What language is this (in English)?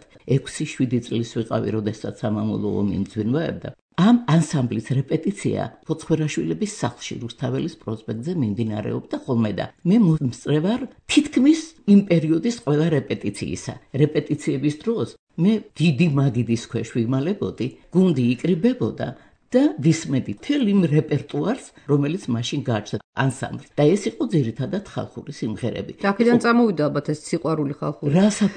Georgian